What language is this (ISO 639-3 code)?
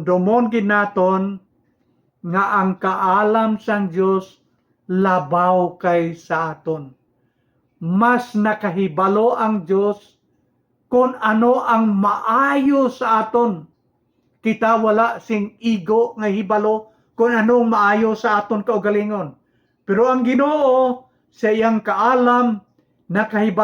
hil